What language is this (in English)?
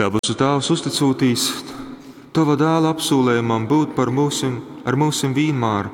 Latgalian